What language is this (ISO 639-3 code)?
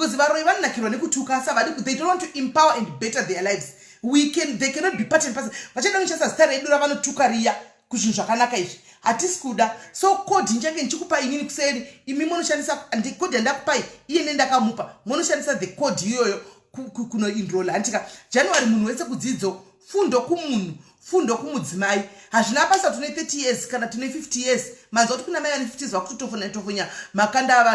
sna